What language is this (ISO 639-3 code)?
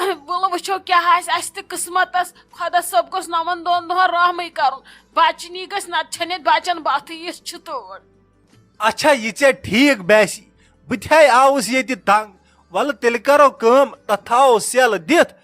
kas